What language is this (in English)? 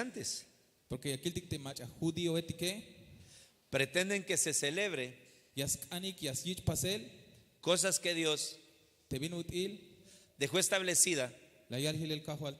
Tzeltal